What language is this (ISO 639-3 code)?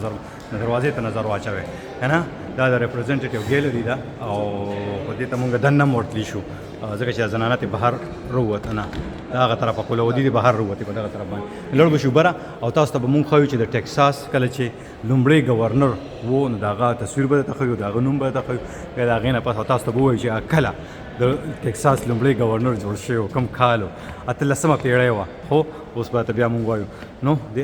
pus